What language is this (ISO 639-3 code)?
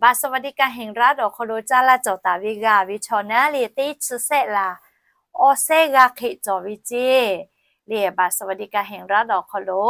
lhu